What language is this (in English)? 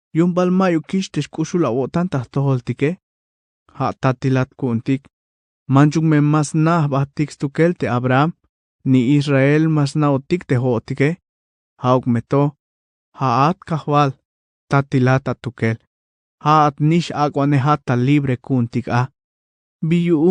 Tzeltal